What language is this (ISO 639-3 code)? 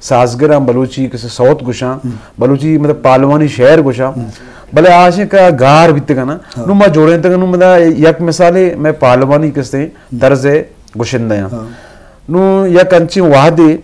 bgp